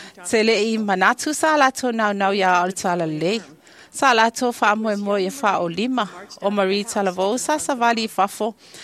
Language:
Samoan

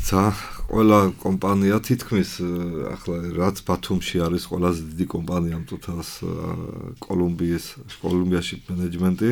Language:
Georgian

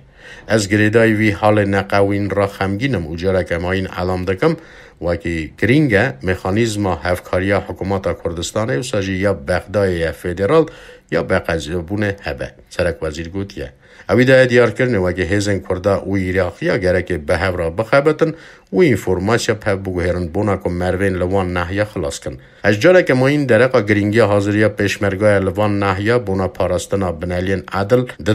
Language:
Kurdish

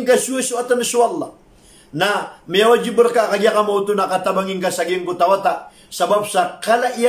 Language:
Maranao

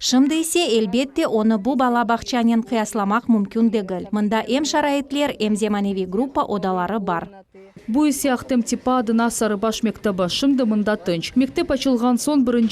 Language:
Crimean Tatar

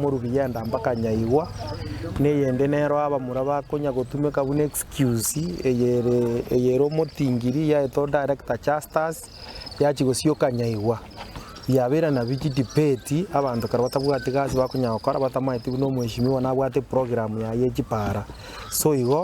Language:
Gusii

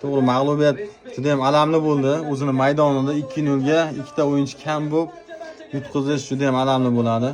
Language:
Uzbek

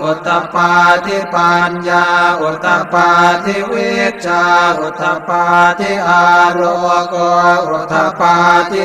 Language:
Pali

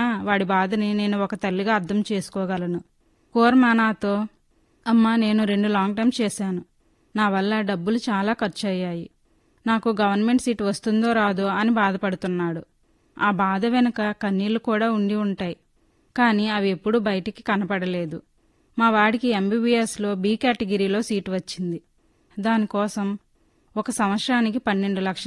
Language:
Telugu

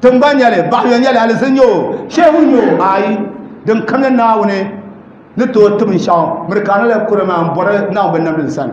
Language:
Dagbani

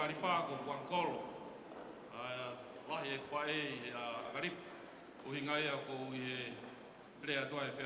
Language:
Tongan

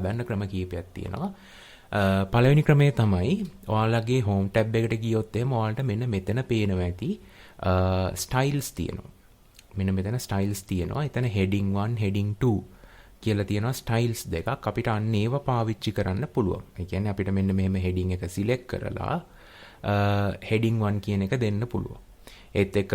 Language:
Sinhala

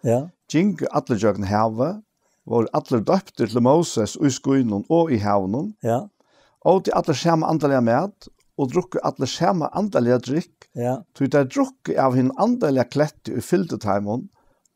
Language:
Faroese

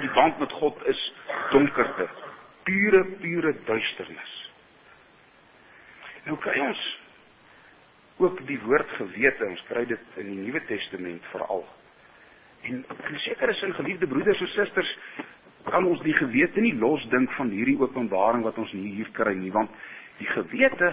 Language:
Afrikaans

